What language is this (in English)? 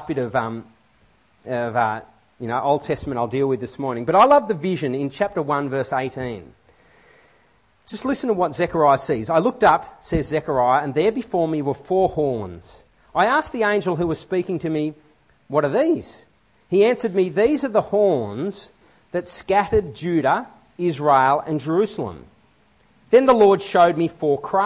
English